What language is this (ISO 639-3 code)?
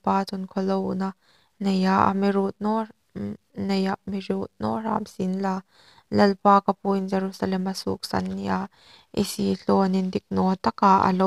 hmr